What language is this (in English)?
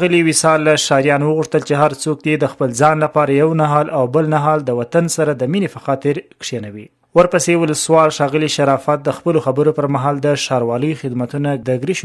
Pashto